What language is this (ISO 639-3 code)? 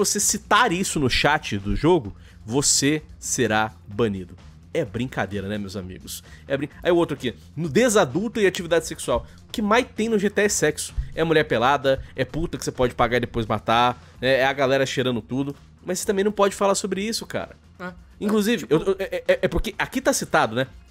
por